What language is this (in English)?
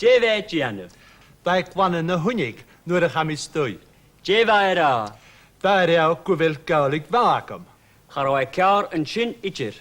Scottish Gaelic